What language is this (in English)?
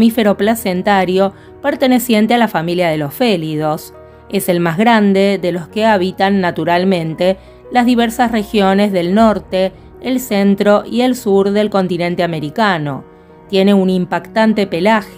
Spanish